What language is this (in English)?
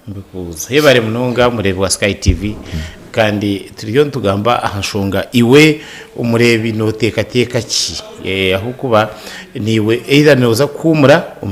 Nyankole